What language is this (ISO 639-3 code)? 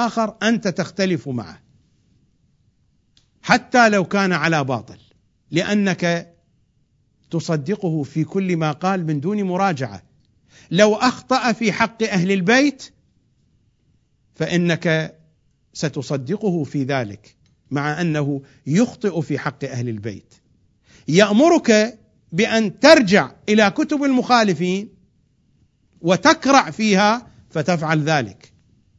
ara